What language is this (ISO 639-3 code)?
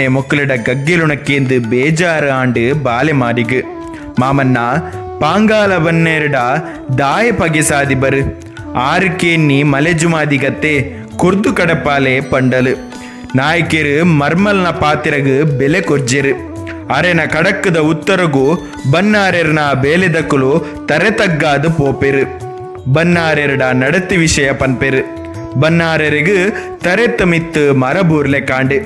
tcy